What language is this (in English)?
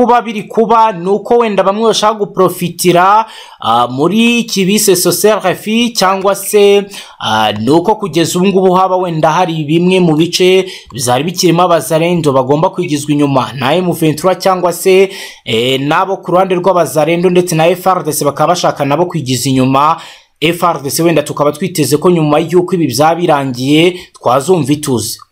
Kinyarwanda